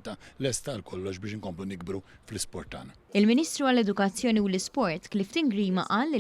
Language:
Maltese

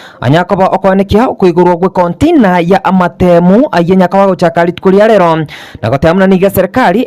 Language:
Gusii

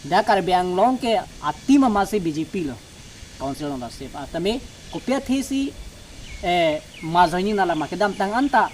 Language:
Karbi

